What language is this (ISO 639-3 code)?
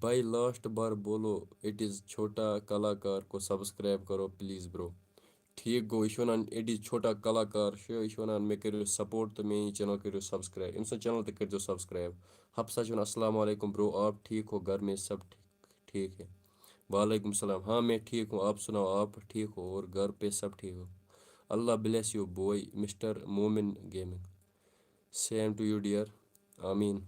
kas